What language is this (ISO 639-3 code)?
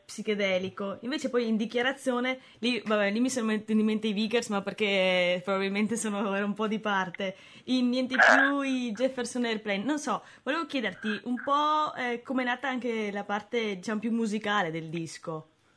ita